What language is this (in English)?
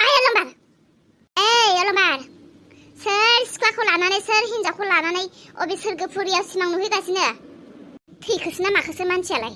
Bodo